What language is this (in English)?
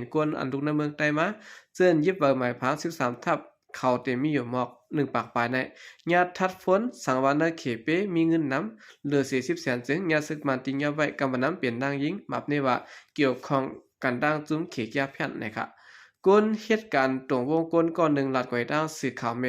Shan